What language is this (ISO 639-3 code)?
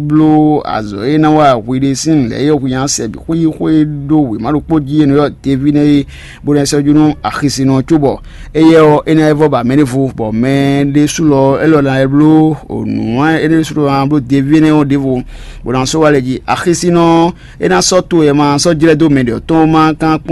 fon